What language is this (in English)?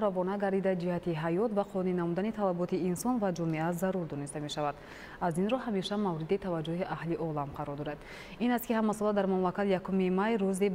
Tajik